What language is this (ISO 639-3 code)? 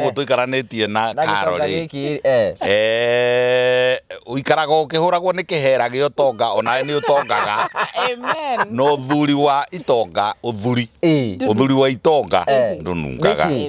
kik